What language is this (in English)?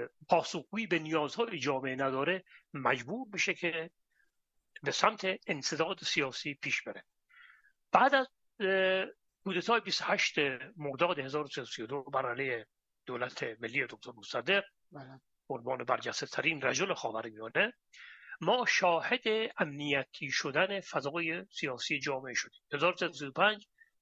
Persian